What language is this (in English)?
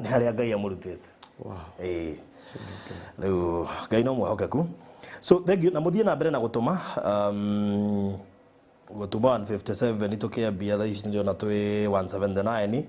Kikuyu